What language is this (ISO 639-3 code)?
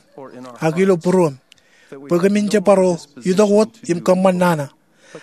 mah